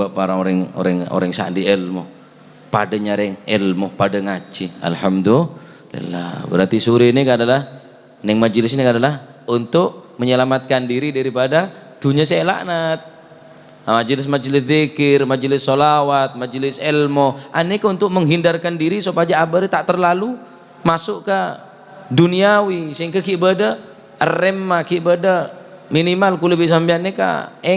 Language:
Madurese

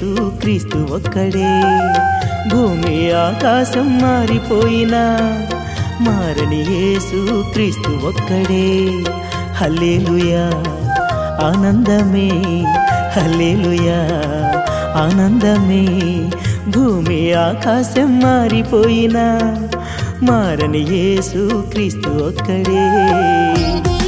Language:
Telugu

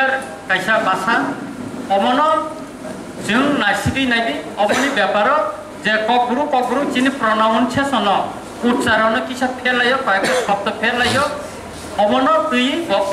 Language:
Kok Borok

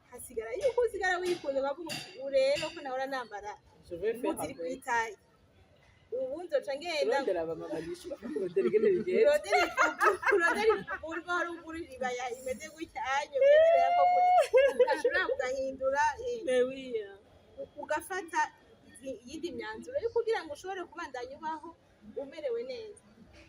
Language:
Rundi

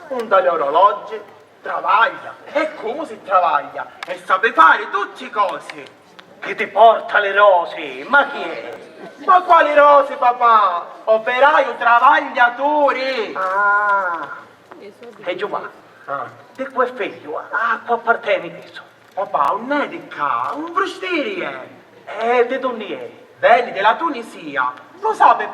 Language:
Sicilian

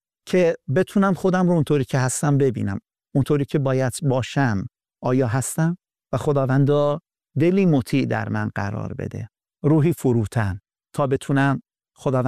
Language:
Persian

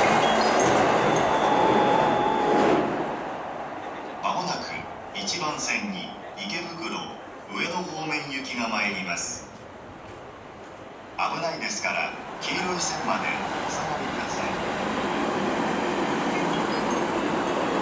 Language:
Japanese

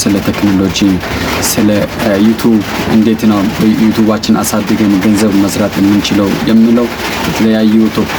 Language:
Amharic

